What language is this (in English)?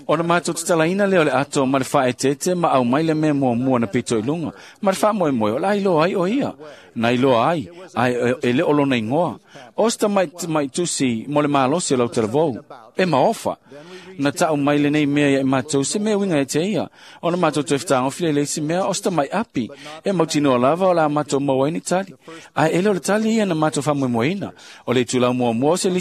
Samoan